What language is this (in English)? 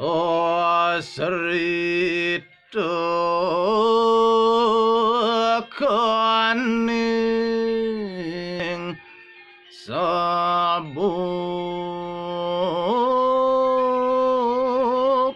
Balinese